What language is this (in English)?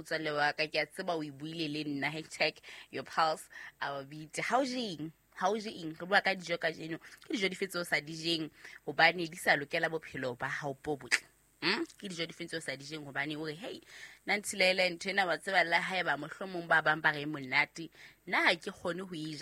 Southern Sotho